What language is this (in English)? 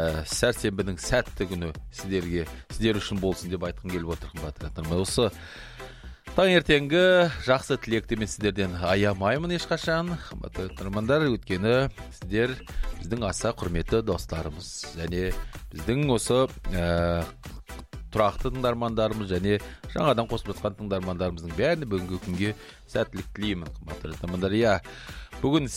Kazakh